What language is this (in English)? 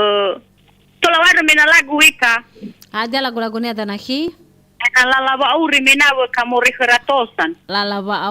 Nias